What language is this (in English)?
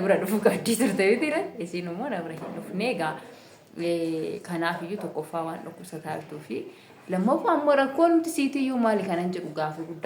Oromo